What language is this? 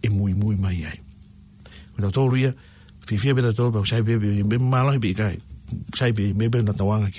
Tongan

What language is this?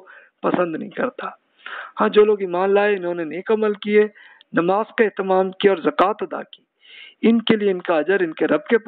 Urdu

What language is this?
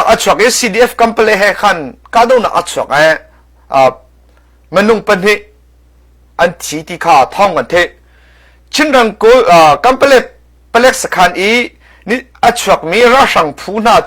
Hakha Chin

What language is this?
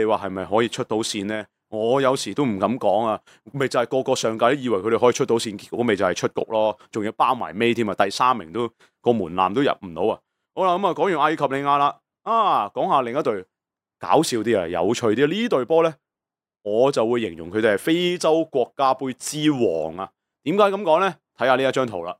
Cantonese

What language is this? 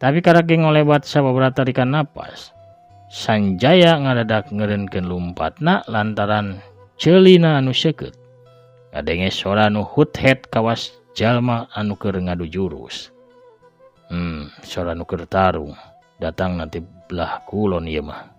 Sundanese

